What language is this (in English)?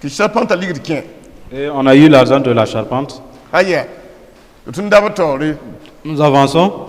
Mossi